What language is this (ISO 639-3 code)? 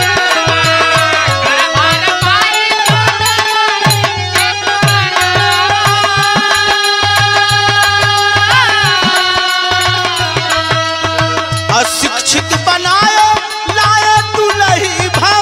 bho